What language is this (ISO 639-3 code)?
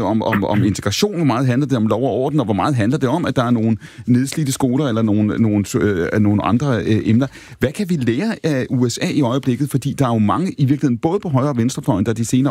dan